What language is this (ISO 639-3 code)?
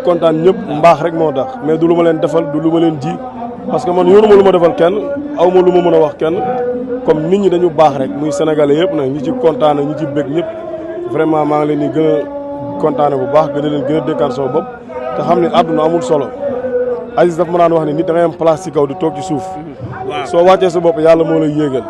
wol